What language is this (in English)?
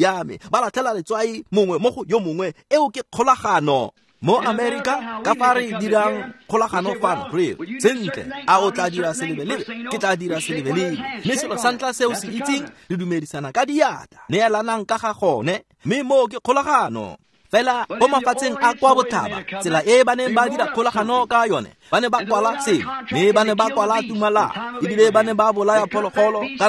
Tswana